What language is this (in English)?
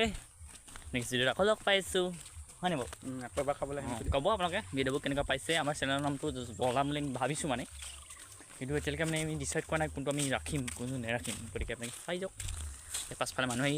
Assamese